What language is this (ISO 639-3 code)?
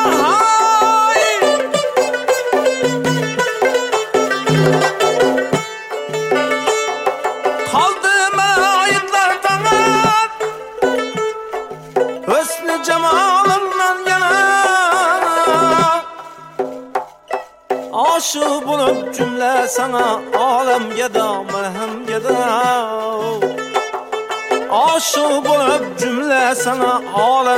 tur